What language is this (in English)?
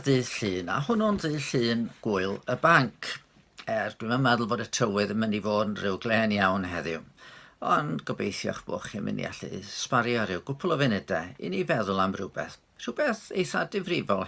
Welsh